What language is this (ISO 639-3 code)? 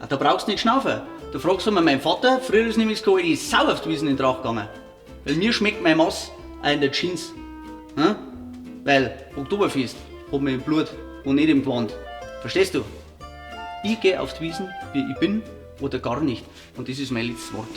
bar